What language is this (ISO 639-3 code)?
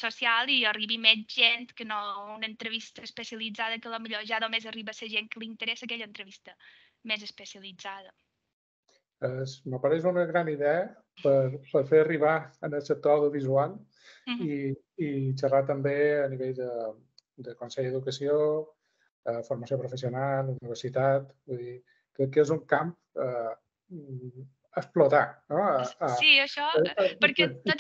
cat